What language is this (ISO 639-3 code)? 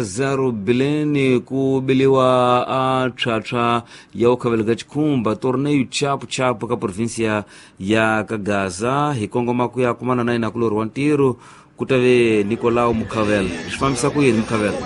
tso